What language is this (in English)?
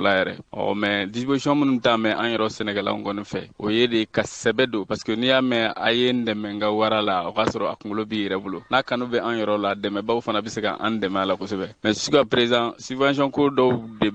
Bambara